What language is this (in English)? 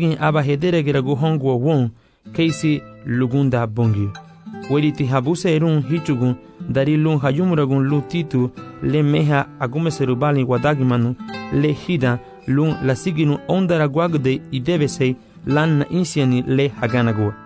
Garifuna